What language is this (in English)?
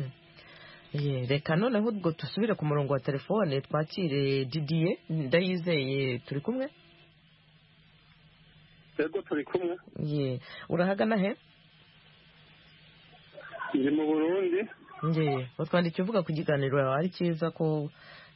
Kinyarwanda